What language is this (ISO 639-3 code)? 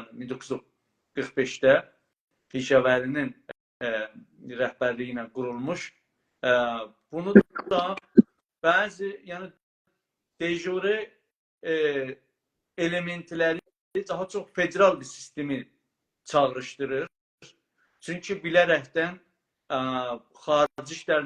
azb